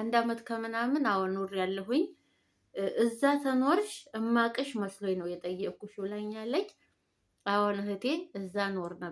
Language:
Amharic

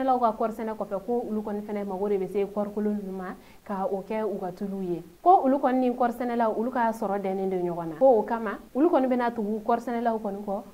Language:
Bambara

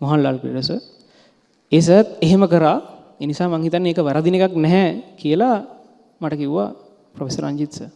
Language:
Sinhala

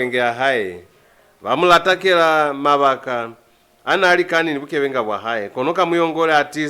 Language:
Lozi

